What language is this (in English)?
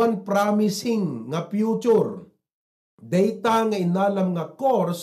Iloko